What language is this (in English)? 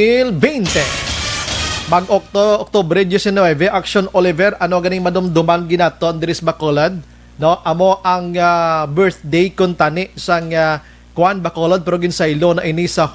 Hiligaynon